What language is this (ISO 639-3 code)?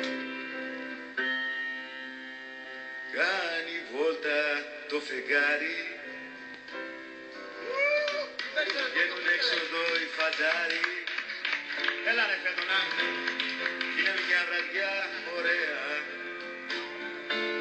ell